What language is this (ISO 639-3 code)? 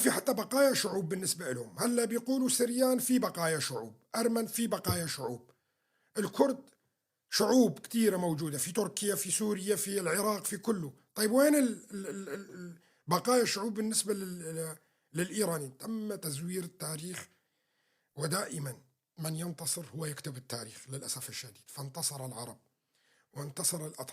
apc